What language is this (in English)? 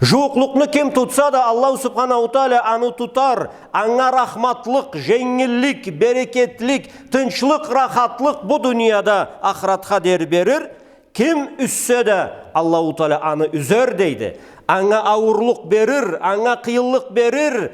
Karachay-Balkar